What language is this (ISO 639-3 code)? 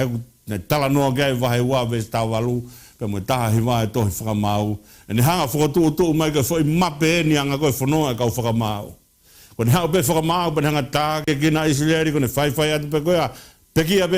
ton